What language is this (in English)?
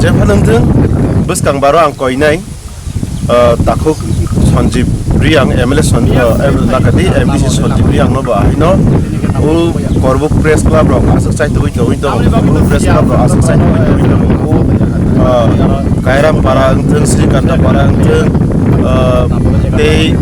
Kok Borok